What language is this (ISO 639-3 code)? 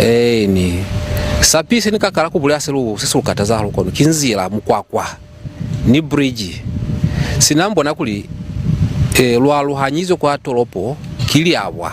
loz